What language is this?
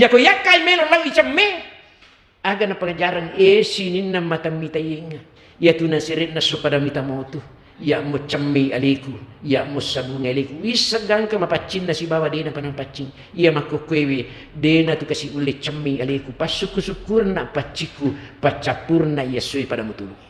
Buginese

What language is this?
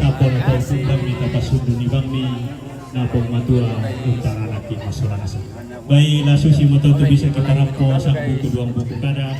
Toraja-Sa'dan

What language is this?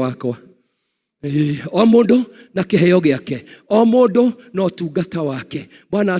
Kikuyu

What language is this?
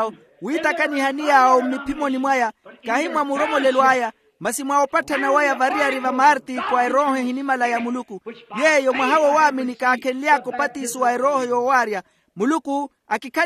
Makhuwa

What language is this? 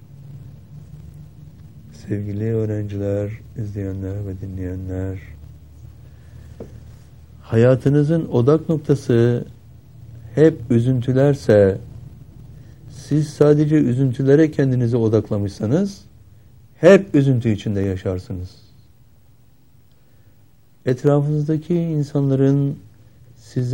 Turkish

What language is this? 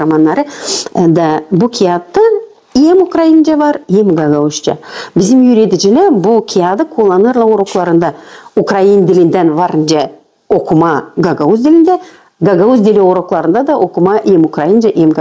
Gagauz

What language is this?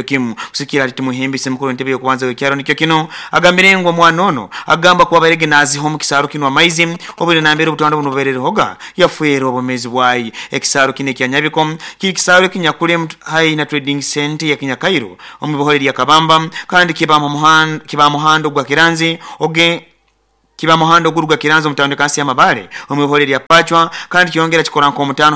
Nyoro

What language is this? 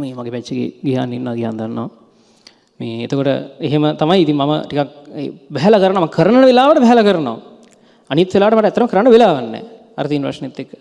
Sinhala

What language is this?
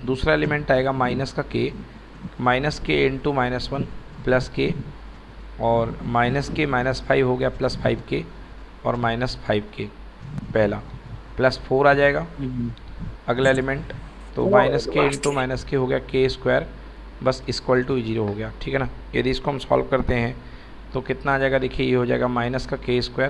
Hindi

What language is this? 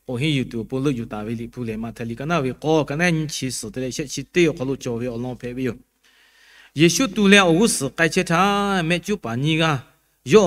Lahu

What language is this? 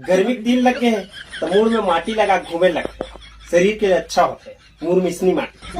Chhattisgarhi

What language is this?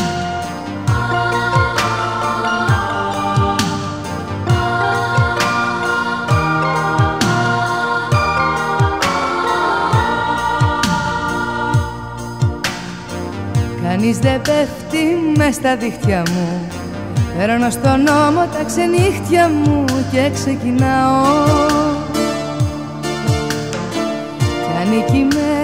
Greek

